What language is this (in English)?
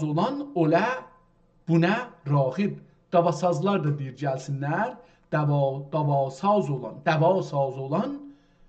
South Azerbaijani